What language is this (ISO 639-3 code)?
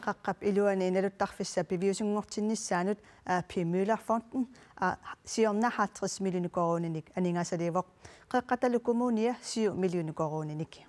kal